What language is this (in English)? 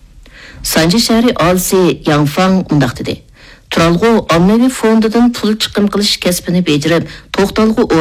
Uyghur